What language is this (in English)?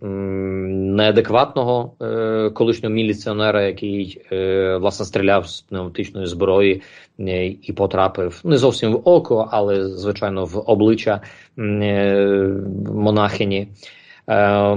Ukrainian